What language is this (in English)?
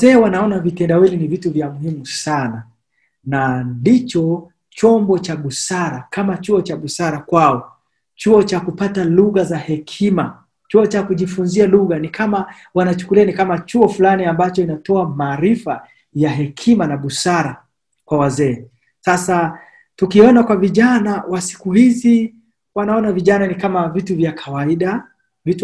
Swahili